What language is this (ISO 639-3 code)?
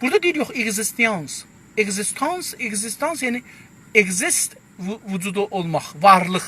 azb